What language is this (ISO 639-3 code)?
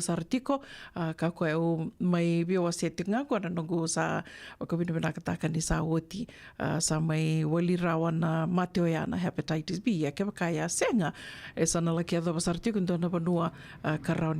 fij